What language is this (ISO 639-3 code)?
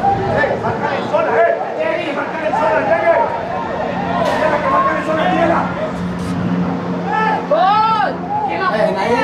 spa